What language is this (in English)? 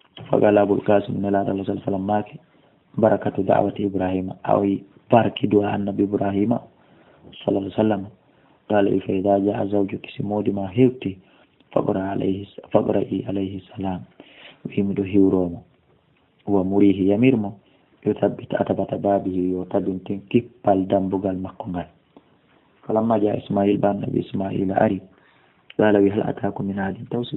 Fula